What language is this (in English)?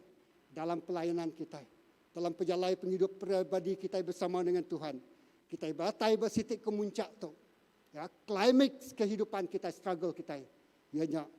Iban